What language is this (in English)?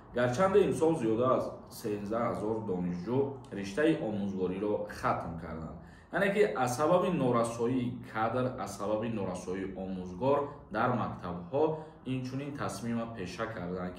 Tajik